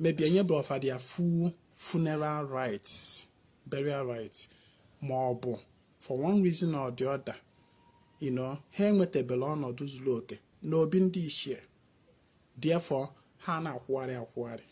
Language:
Igbo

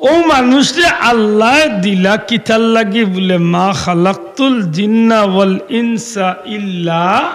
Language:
Sylheti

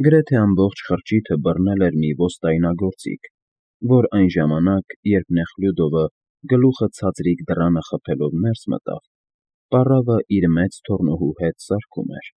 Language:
Armenian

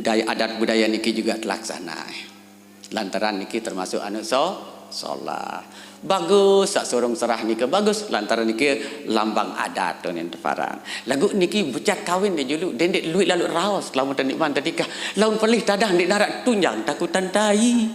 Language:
Sasak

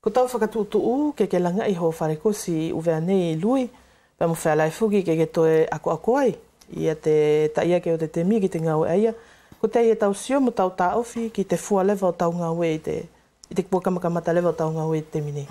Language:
Wallisian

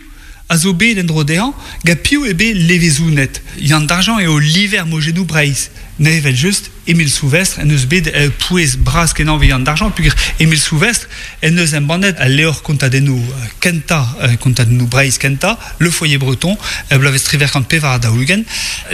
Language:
Breton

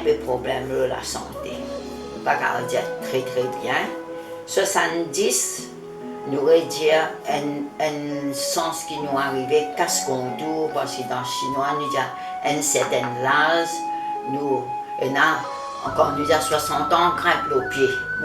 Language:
Morisyen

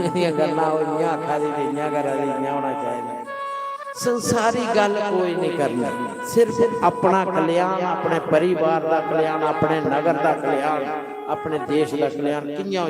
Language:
Dogri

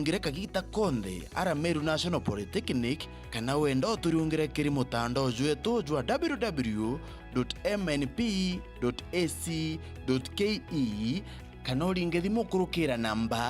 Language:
Meru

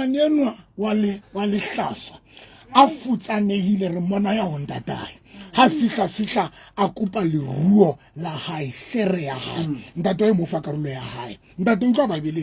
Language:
Southern Sotho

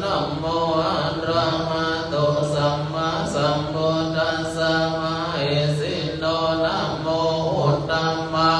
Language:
Pali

